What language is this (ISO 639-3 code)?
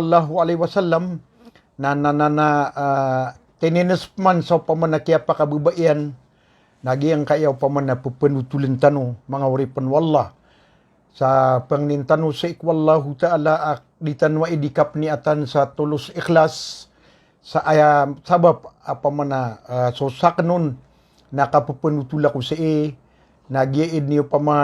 mrw